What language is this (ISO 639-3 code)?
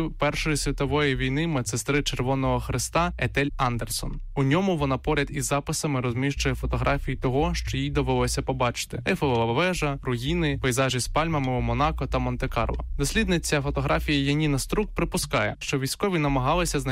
ukr